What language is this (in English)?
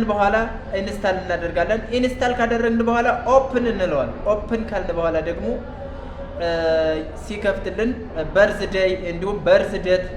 Amharic